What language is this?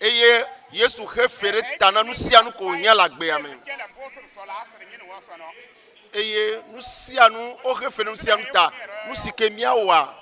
Ewe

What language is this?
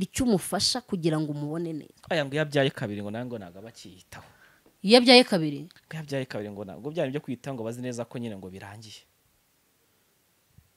Kinyarwanda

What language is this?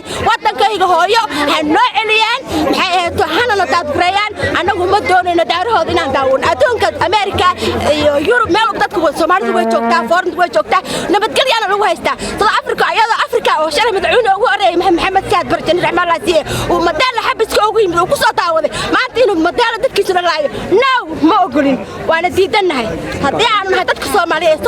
Somali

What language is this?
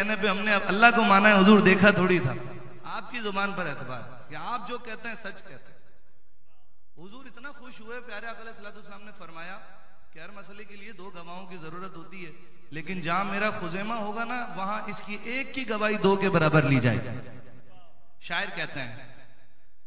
Urdu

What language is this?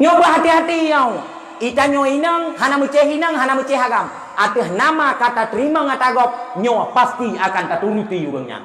Achinese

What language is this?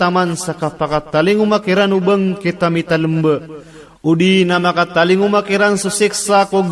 Maranao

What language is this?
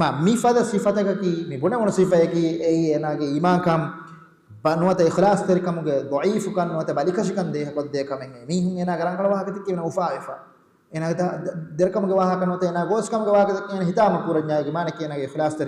Divehi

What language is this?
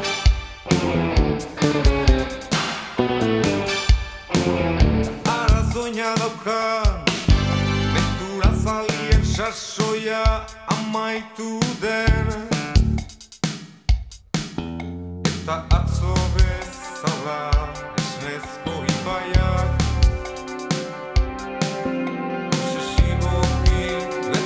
Basque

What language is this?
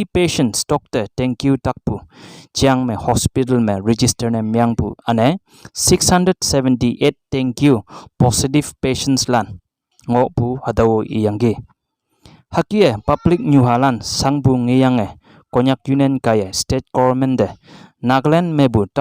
Konyak Naga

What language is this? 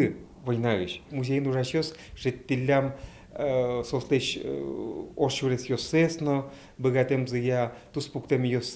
Udmurt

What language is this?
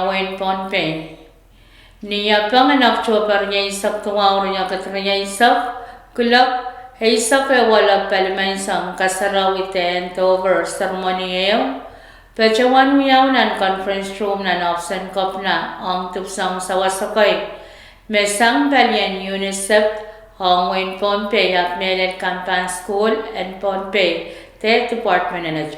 Pohnpeian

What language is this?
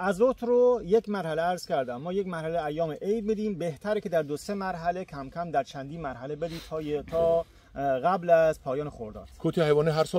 Tajik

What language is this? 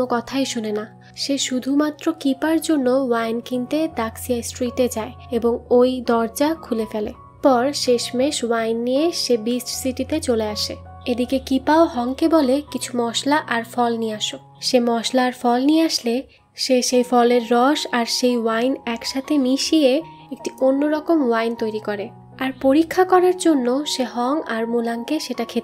Bangla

